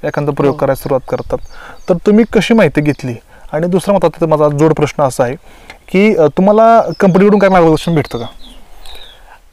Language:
Marathi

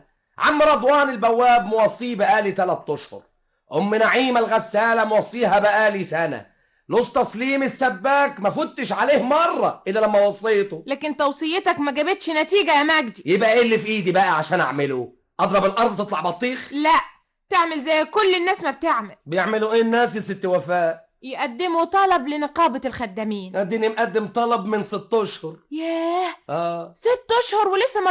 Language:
Egyptian Arabic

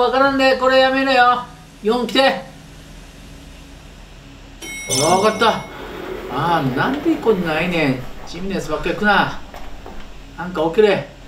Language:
Japanese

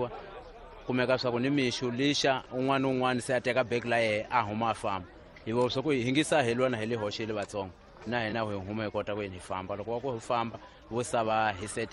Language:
Tsonga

